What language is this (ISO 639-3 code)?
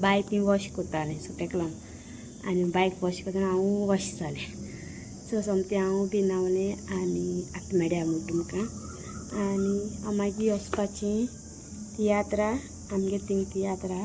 kok